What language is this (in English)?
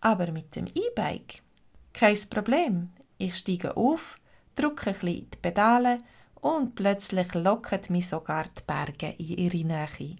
Swiss German